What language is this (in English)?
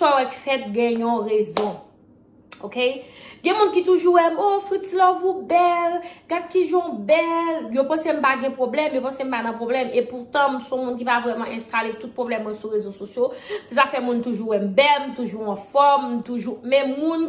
Haitian Creole